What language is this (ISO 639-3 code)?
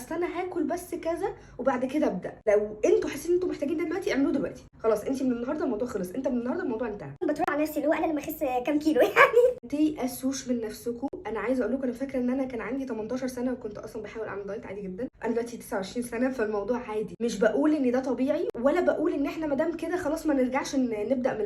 arz